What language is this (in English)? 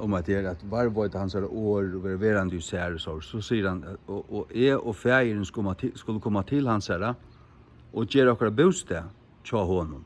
Faroese